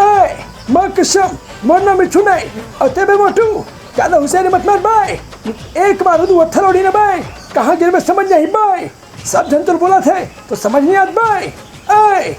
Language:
Chhattisgarhi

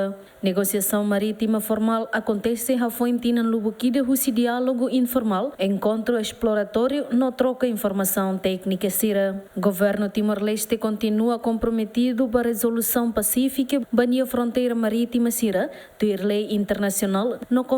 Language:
Tetum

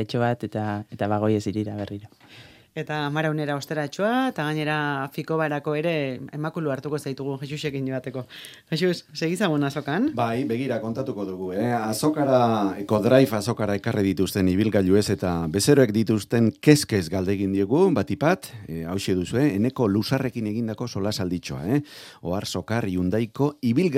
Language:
Basque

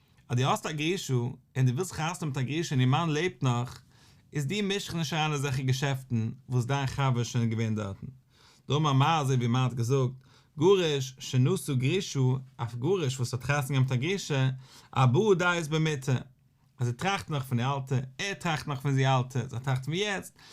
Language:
Yiddish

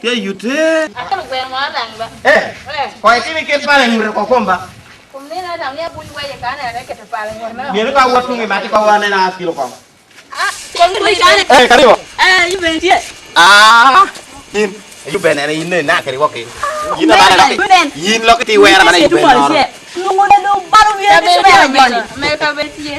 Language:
Lango (Uganda)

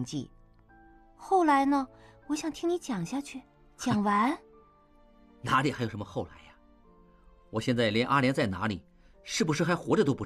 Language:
Chinese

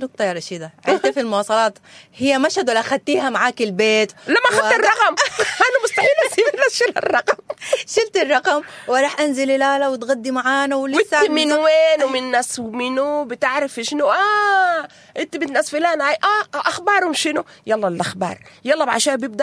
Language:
Sudanese Arabic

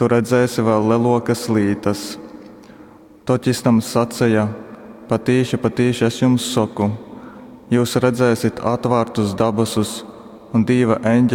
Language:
Latgalian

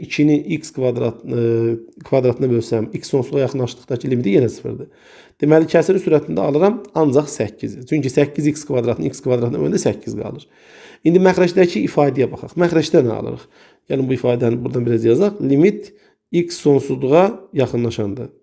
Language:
Azerbaijani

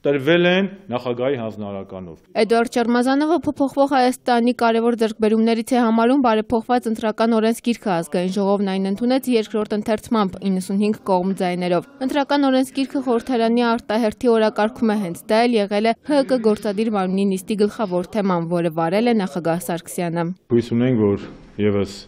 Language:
Armenian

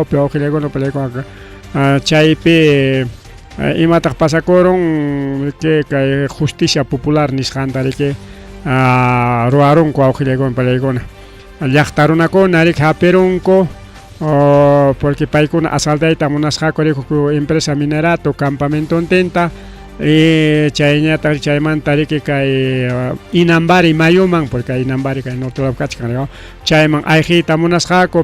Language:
Ayacucho Quechua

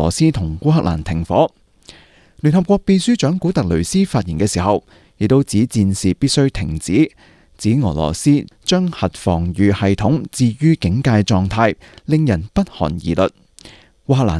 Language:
Cantonese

